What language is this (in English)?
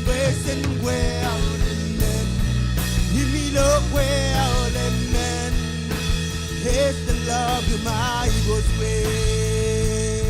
Marshallese